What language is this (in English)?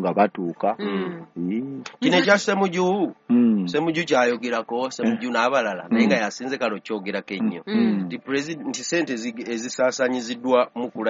Ganda